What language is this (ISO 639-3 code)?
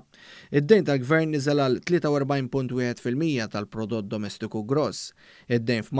mlt